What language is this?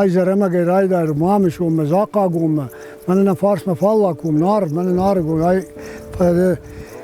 Ossetic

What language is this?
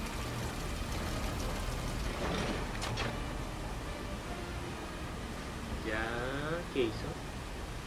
Spanish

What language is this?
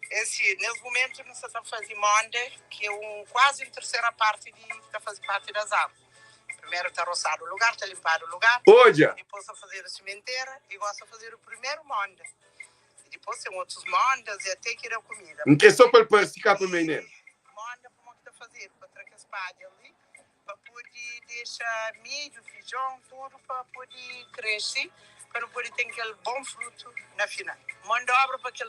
Kabuverdianu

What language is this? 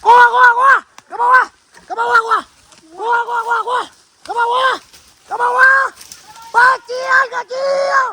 Minangkabau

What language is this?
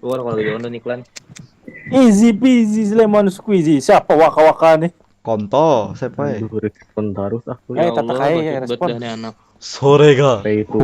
Banjar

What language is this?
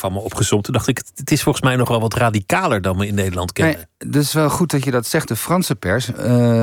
Dutch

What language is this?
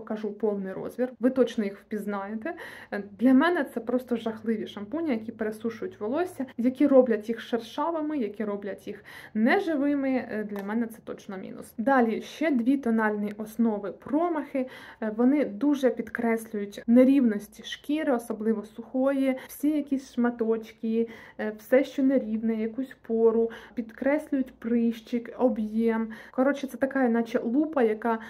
Ukrainian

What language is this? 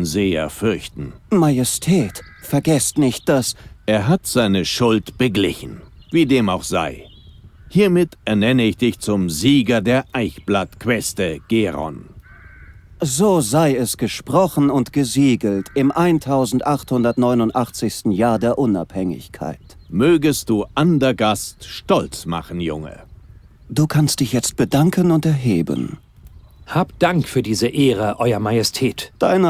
Bavarian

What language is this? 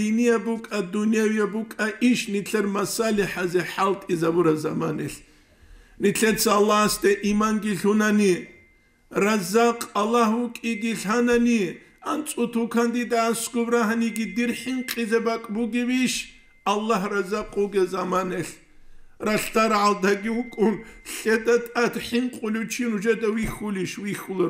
Avaric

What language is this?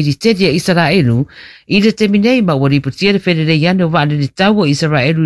Samoan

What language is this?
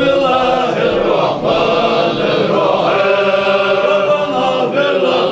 Chechen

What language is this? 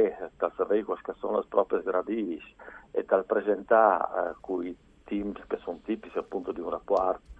Friulian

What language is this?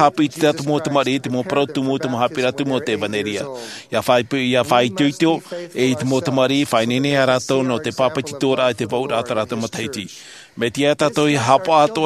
Tahitian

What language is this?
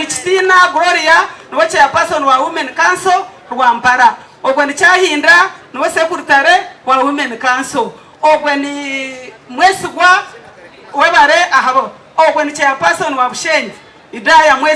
Nyankole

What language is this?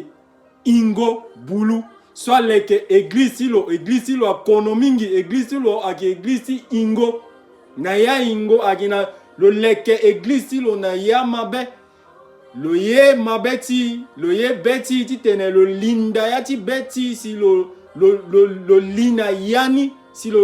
Sango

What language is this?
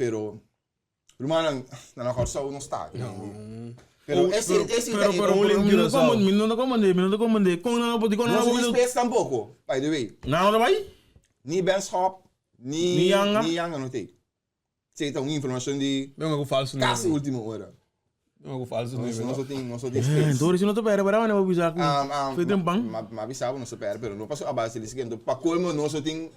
Papiamento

